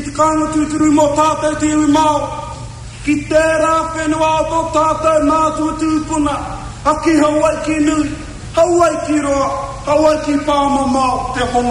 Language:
Māori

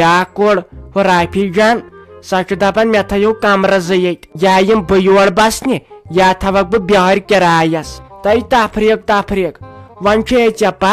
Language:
Kashmiri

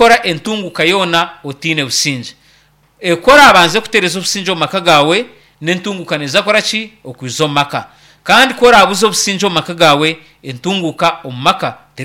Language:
Nyankole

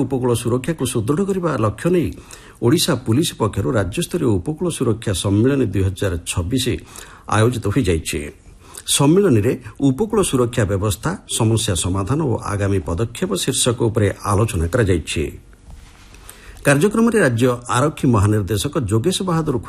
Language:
Odia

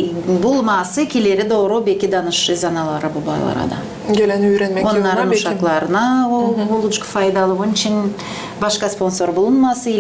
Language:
Gagauz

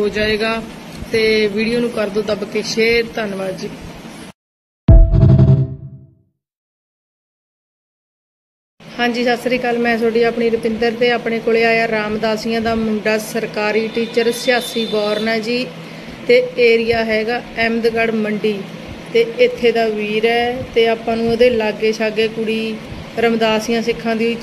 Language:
Punjabi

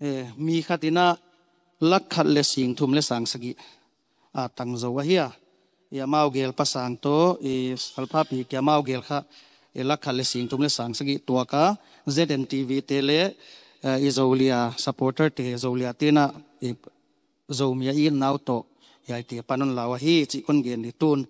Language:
Tedim Chin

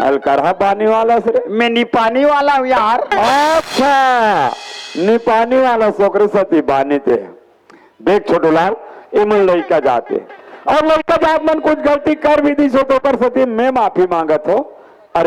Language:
Chhattisgarhi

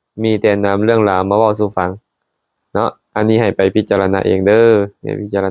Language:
Lao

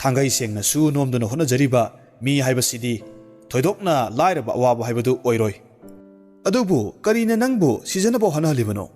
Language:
Manipuri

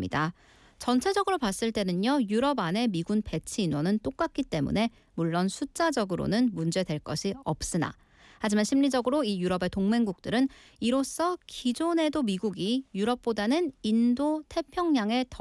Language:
Korean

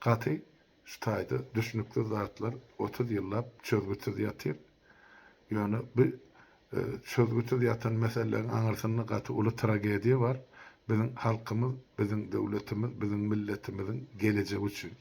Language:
Turkmen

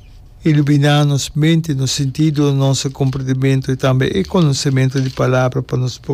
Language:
Papiamento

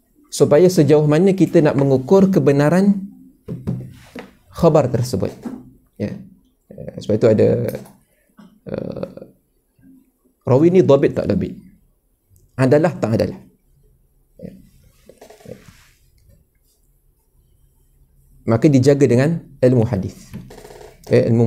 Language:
Malay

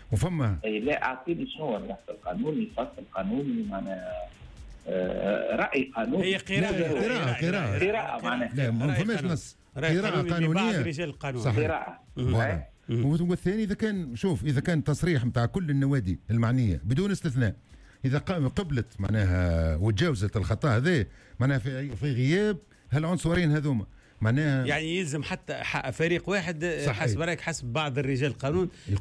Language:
Tunisian Arabic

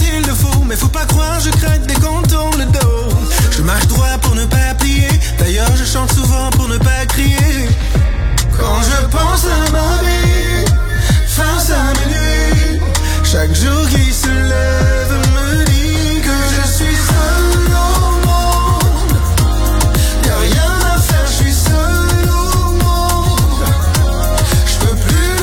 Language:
French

